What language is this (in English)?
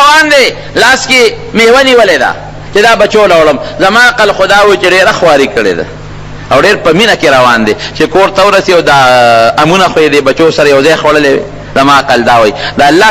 Pashto